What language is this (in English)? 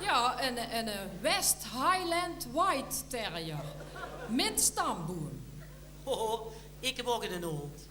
Limburgish